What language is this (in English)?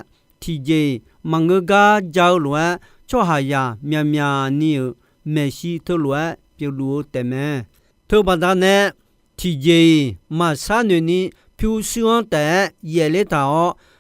Akha